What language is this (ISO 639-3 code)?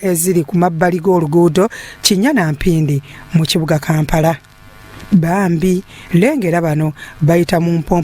lug